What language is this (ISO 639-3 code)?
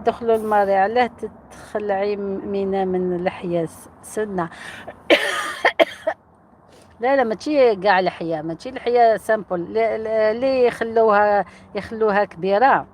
arq